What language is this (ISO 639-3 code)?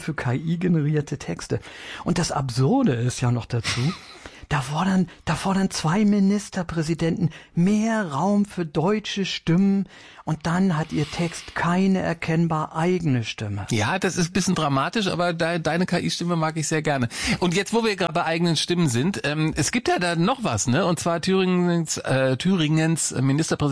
deu